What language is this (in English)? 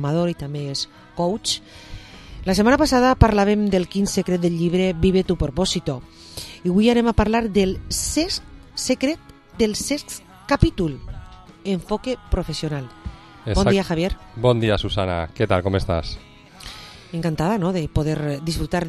Catalan